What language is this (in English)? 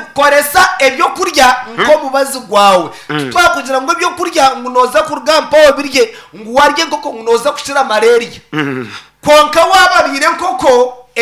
Nyankole